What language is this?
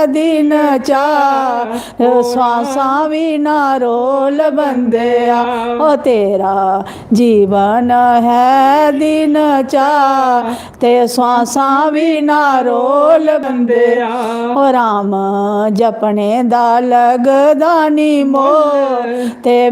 Dogri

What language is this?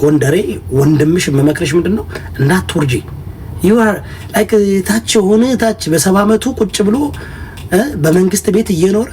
Amharic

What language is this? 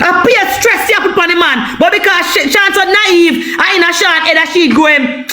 Jamaican Creole English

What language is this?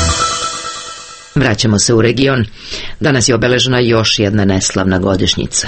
Serbian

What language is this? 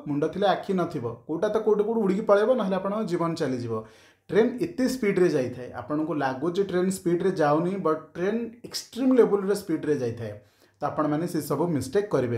Odia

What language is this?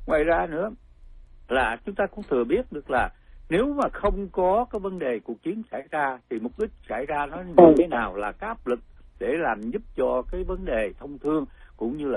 Vietnamese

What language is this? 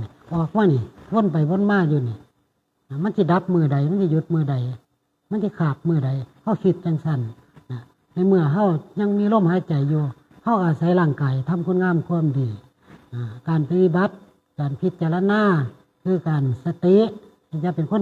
Northeastern Thai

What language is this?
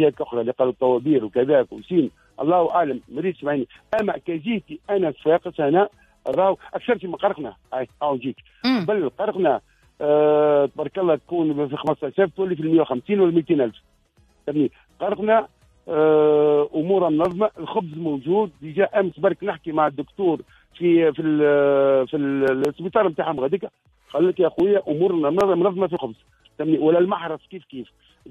Tunisian Arabic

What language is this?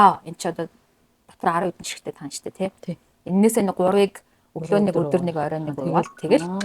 Mongolian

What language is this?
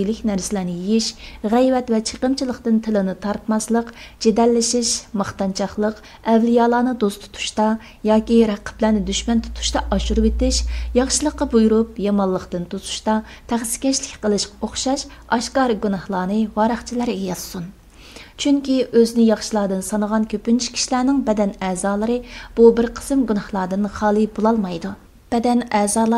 Uyghur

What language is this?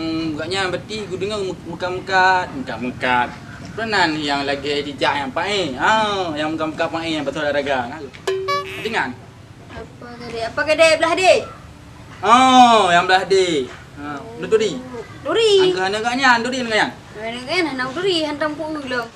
Achinese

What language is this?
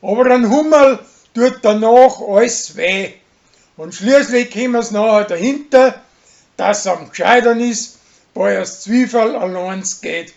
Bavarian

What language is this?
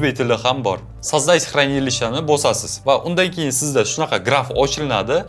Uzbek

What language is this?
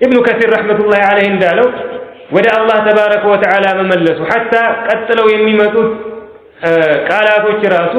Amharic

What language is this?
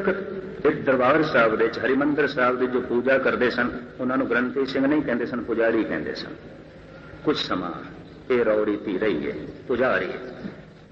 Punjabi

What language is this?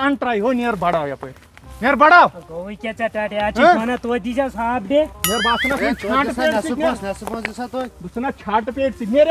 Kashmiri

